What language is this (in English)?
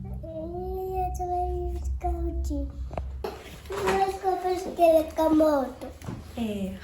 Tswana